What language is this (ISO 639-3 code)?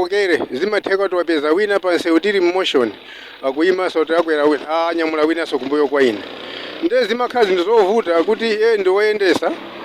nya